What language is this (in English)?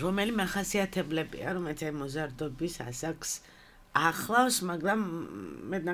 Georgian